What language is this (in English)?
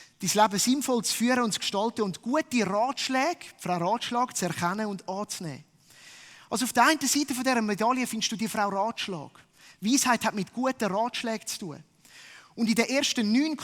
Swiss German